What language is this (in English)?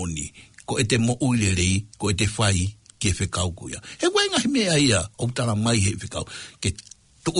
Tongan